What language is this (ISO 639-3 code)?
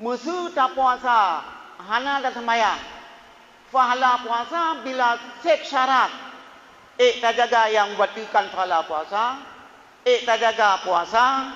ace